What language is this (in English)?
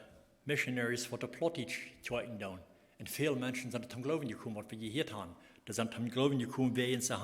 Plautdietsch